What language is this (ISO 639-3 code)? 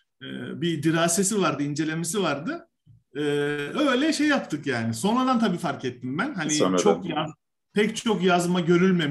tur